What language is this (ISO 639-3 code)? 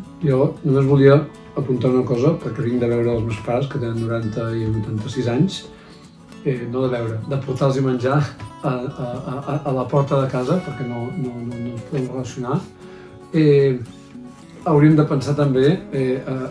cat